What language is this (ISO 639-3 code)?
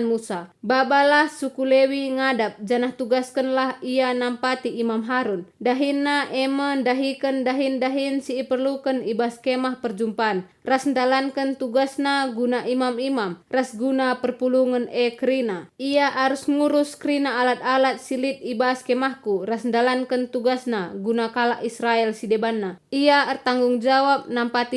btx